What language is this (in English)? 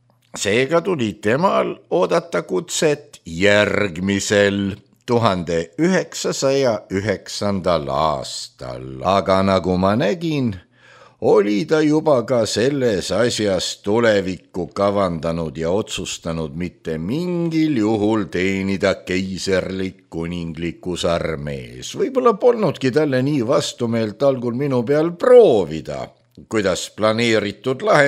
Estonian